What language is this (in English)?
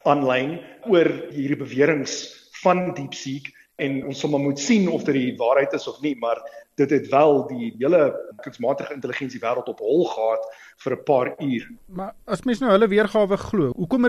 Afrikaans